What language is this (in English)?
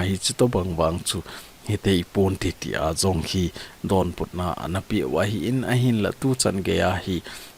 Thado Chin